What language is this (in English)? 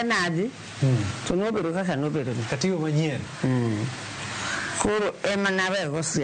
Luo (Kenya and Tanzania)